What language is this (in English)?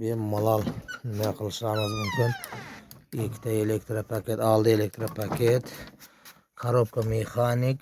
Uzbek